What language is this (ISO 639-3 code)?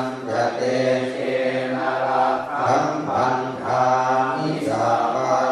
pli